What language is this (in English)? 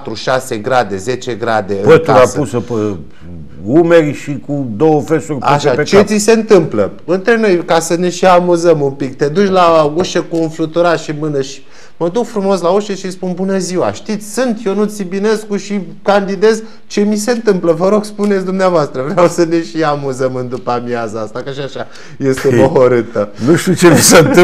Romanian